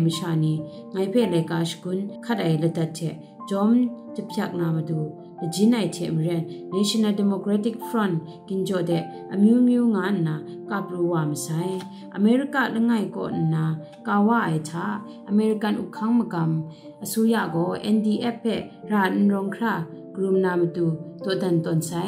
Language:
Kachin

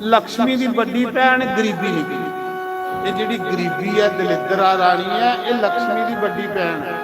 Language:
Dogri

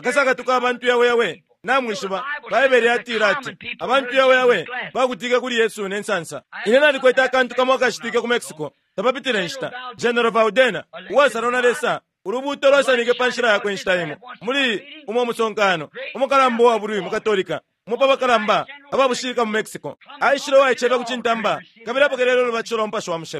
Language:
Bemba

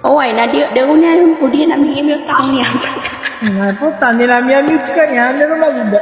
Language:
Maranao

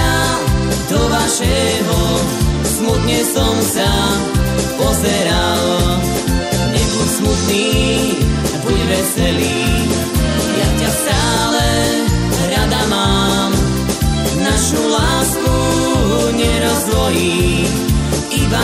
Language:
Slovak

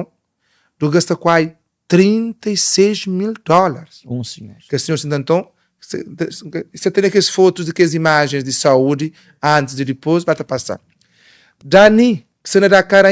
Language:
Kabuverdianu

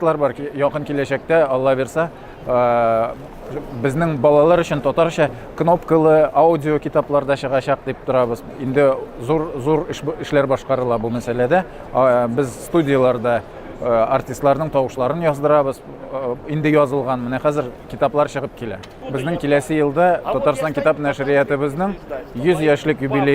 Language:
Tatar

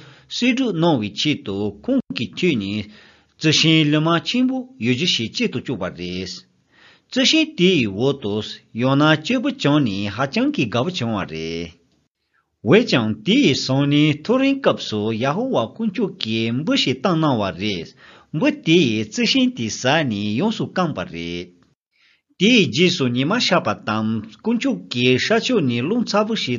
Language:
Latvian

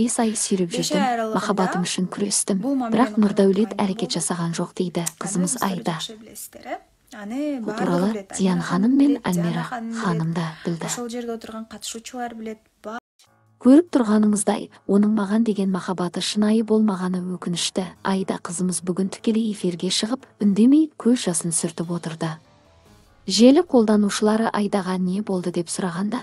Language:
Kazakh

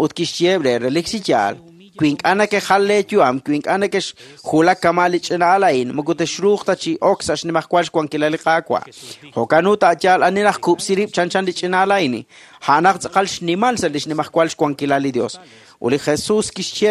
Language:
Kekchí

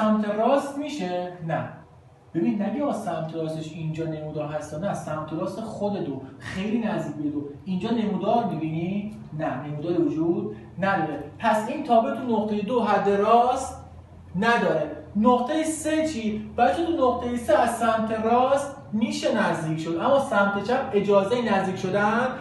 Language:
Persian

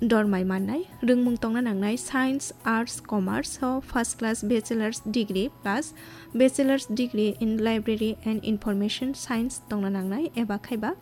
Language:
Kok Borok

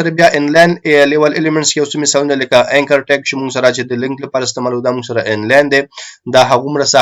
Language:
Pashto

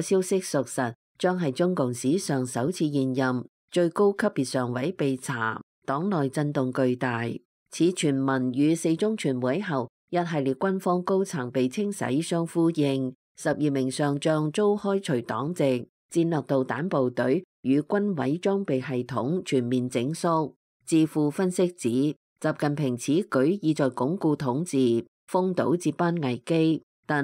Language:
Cantonese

